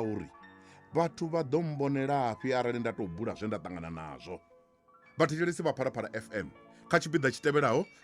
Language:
Venda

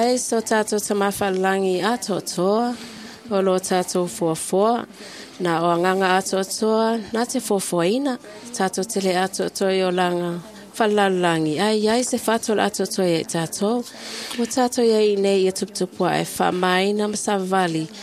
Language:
Samoan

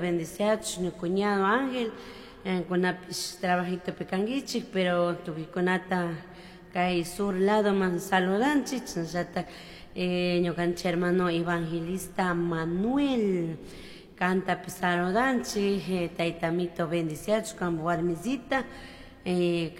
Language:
Chimborazo Highland Quichua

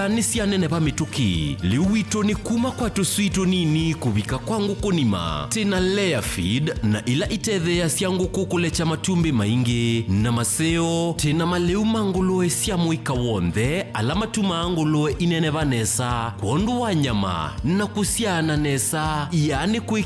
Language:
Kamba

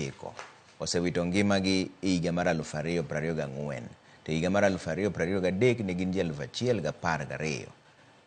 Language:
Luo (Kenya and Tanzania)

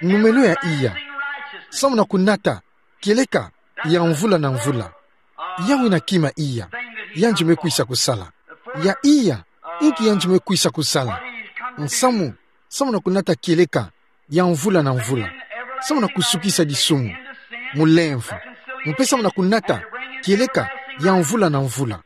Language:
Kituba (Democratic Republic of Congo)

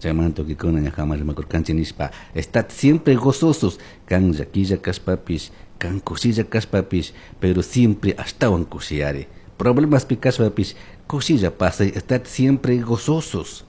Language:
Chimborazo Highland Quichua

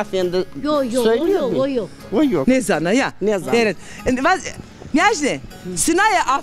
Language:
Zaza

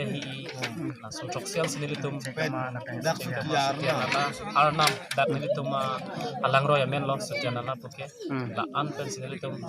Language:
Karbi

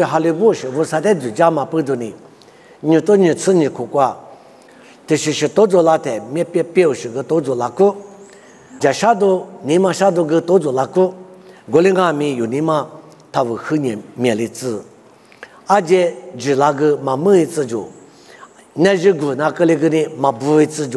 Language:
Lisu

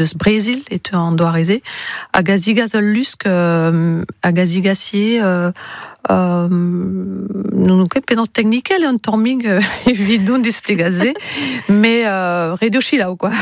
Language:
Breton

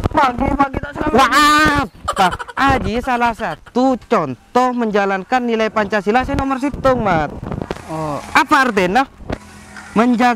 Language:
Madurese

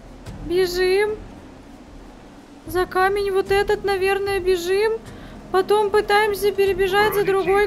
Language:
Russian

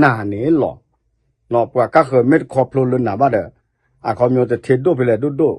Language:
S'gaw Karen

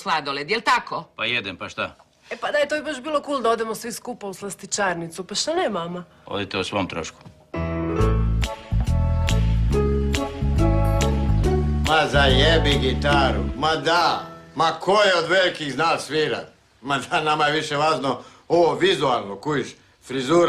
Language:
Croatian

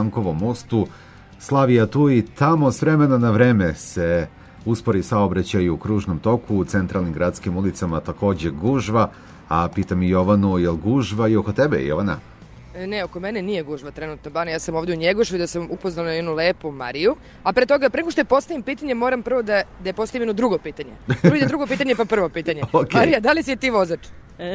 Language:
Serbian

